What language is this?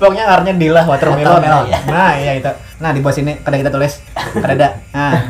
Banjar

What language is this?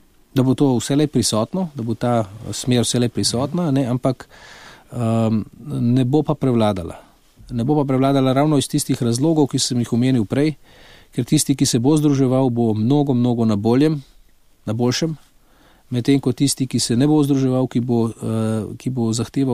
Slovenian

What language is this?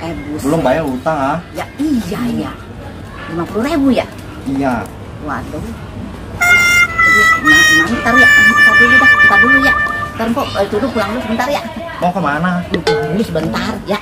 Betawi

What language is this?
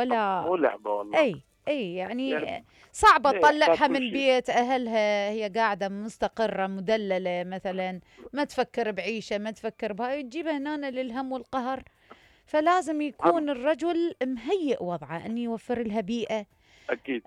Mesopotamian Arabic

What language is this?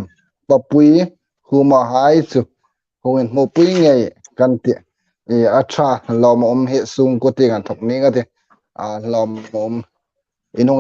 Hmar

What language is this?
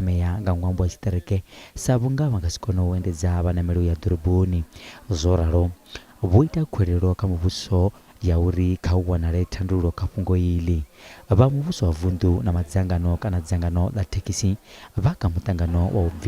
Venda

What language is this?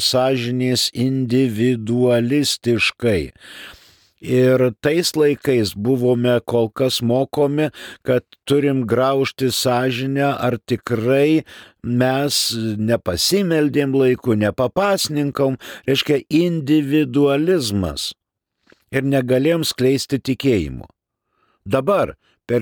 Lithuanian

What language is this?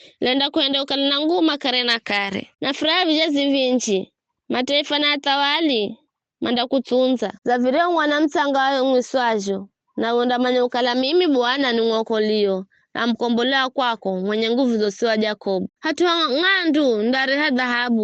Giryama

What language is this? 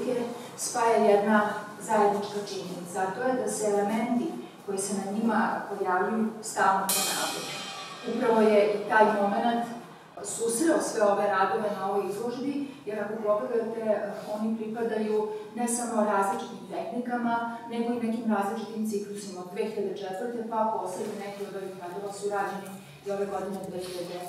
Serbian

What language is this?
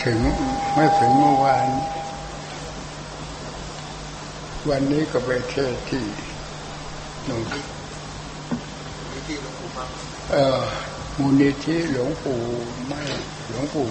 Thai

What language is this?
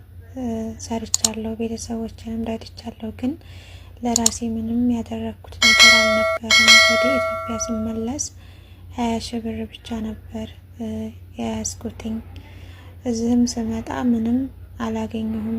Amharic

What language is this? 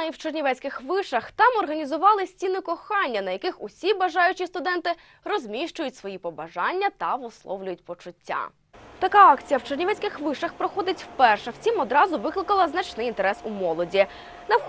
Ukrainian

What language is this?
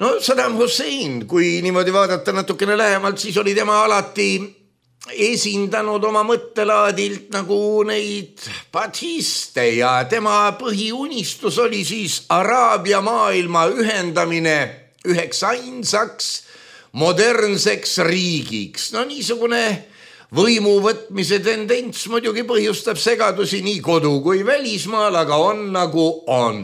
Estonian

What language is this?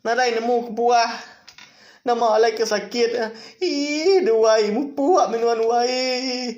Iban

